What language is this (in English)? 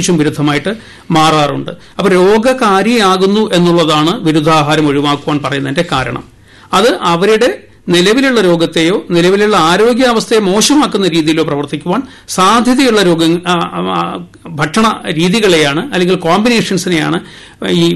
Malayalam